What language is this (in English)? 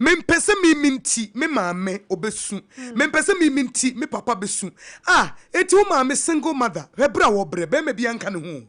Akan